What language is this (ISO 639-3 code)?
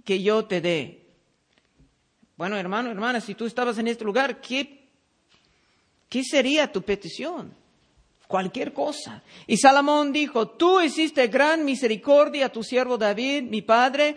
spa